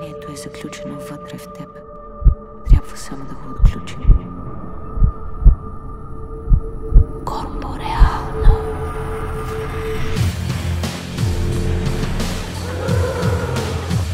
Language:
Bulgarian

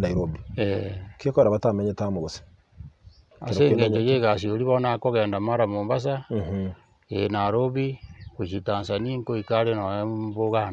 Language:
Gusii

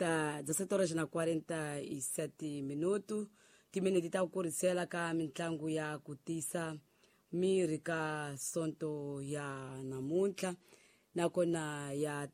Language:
Tsonga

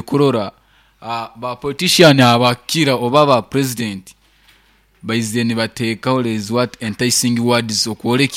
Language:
Nyankole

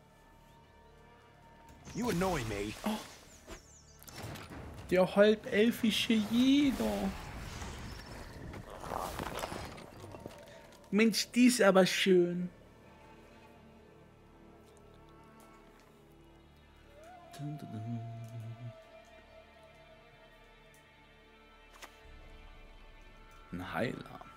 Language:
German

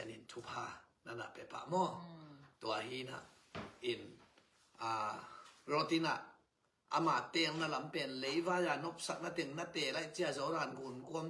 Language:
Tedim Chin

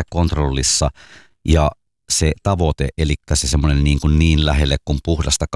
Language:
Finnish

